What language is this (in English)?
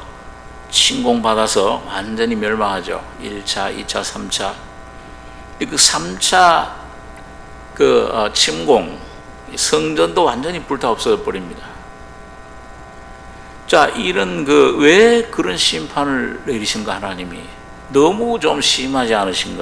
Korean